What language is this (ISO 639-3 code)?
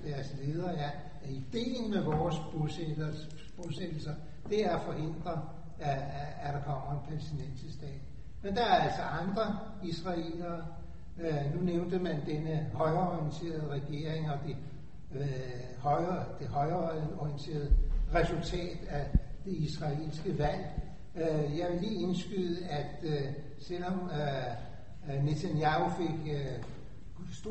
dan